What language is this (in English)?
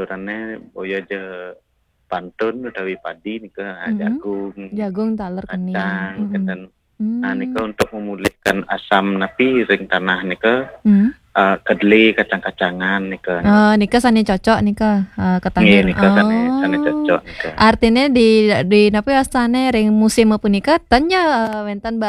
Balinese